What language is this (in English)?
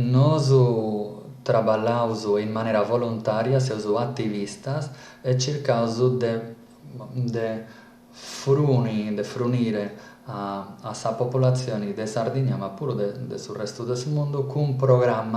Sardinian